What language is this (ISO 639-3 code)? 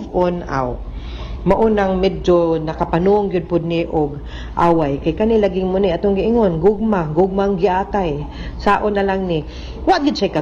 ceb